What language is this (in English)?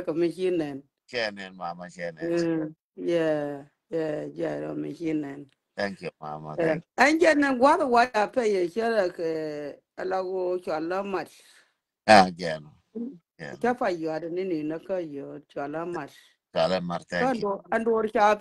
Nuer